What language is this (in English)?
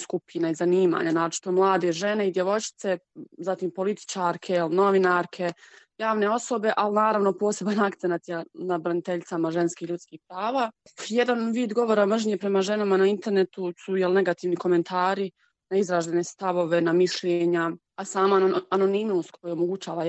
Croatian